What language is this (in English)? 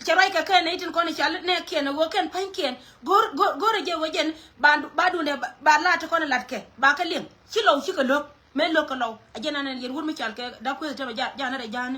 Nuer